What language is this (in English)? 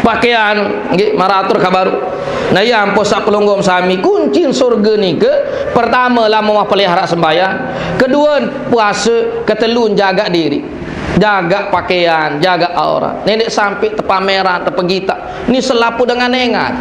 Sasak